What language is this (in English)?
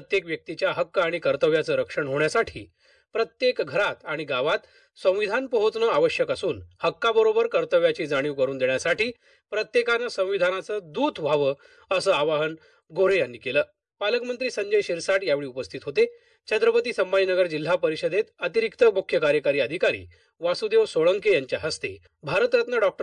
Marathi